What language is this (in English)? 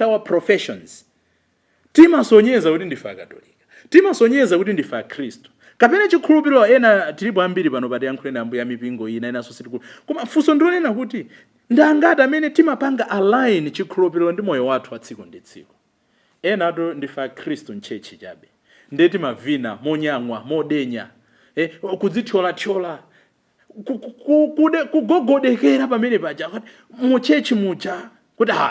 Nyanja